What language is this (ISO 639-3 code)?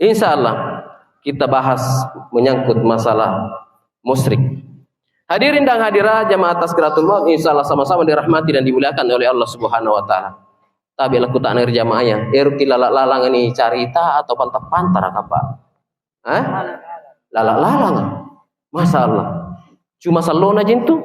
mak